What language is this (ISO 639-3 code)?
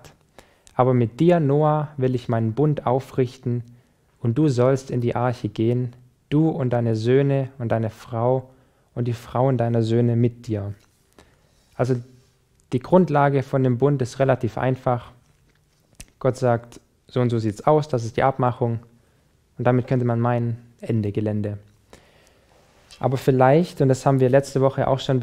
deu